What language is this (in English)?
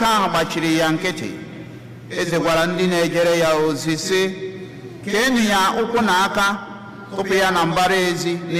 Igbo